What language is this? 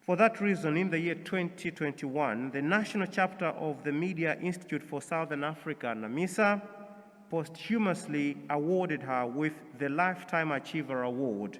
English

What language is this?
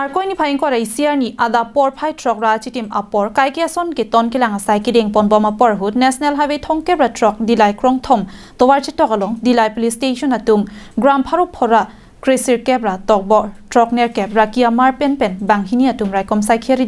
Karbi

